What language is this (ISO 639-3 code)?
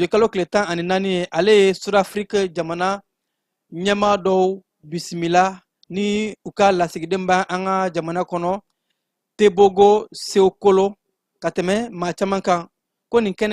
bam